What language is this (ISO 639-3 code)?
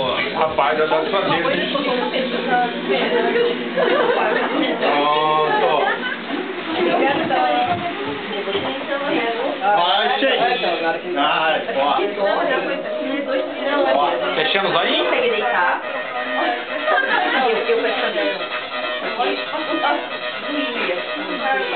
por